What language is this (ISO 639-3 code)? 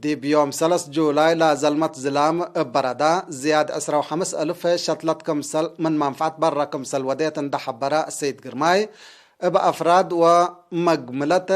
tig